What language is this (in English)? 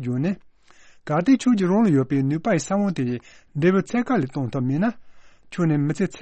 Tibetan